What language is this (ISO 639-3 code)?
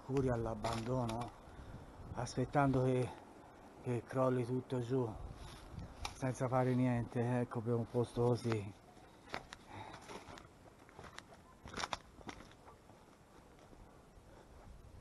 ita